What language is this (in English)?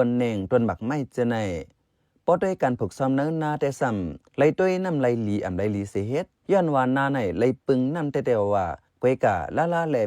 Shan